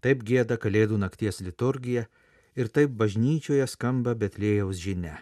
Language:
Lithuanian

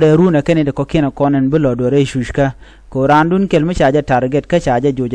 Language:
Nuer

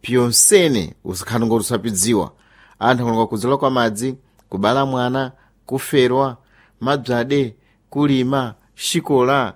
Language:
Sena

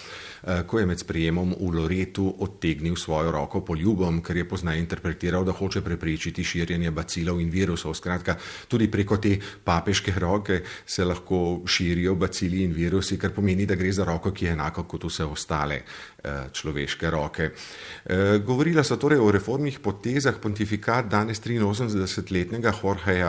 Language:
Slovenian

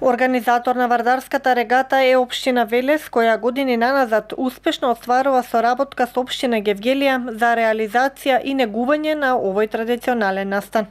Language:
Macedonian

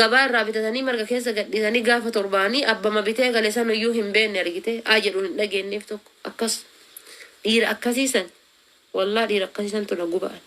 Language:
Oromo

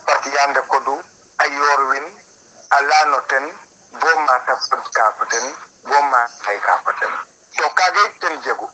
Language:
Serer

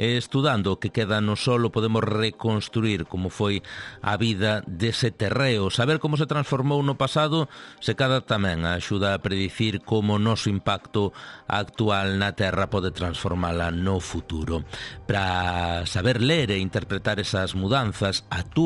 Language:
Galician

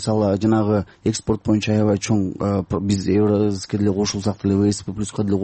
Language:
Kyrgyz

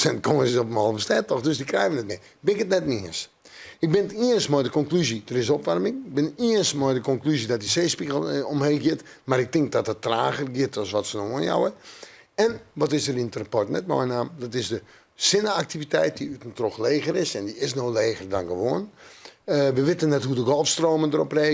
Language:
Western Frisian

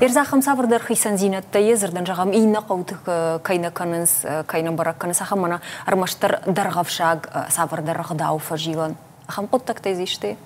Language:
Ossetic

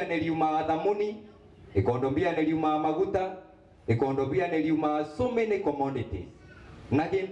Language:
Meru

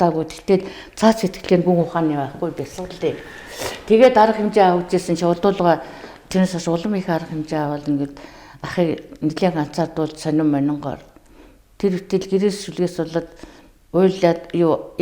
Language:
Mongolian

